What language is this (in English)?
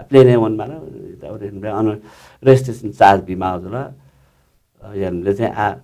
Newari